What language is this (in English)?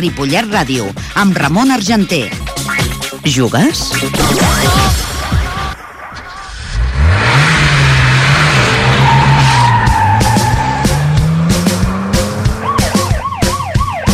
Catalan